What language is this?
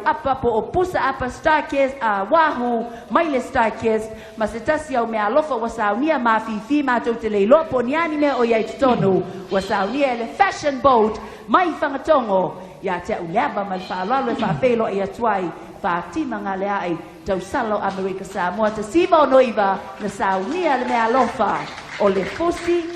Samoan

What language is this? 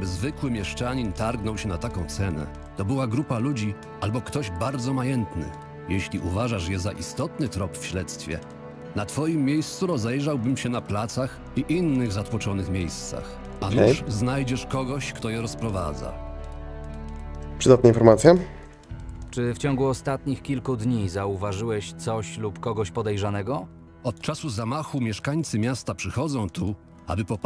Polish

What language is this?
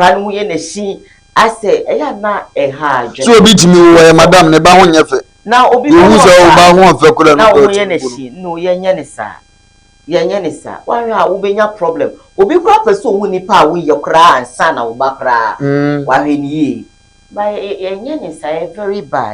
Akan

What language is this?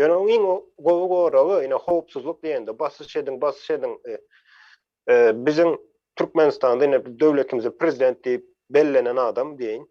Turkmen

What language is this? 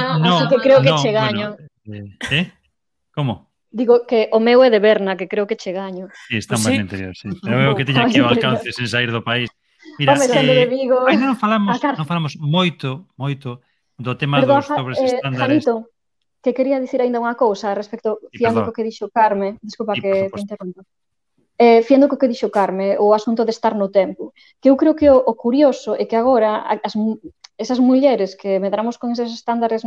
Galician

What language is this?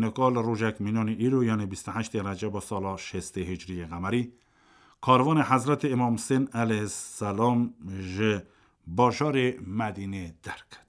Kurdish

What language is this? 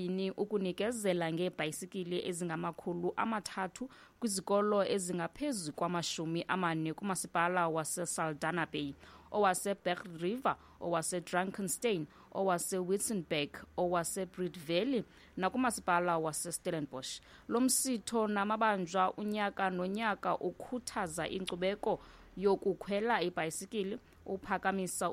Xhosa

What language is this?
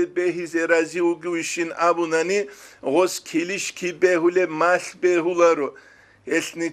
Avaric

